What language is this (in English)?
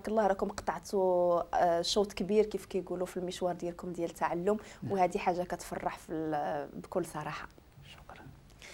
Moroccan Arabic